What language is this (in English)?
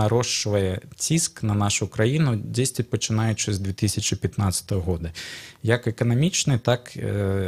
Belarusian